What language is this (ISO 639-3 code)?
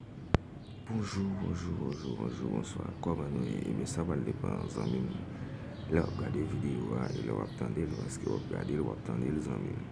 hat